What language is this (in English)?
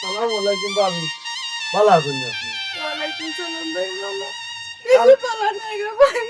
Sylheti